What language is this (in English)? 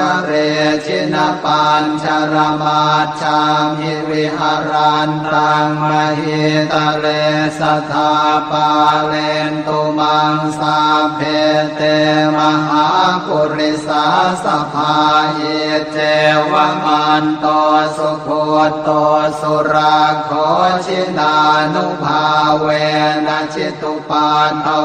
Pali